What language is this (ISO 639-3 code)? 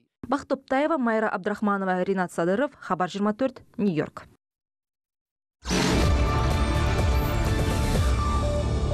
kaz